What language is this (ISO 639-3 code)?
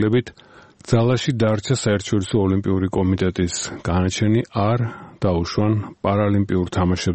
kat